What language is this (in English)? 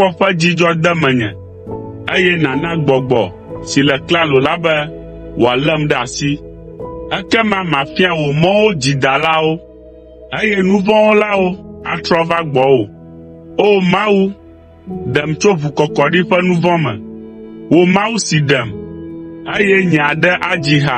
Ewe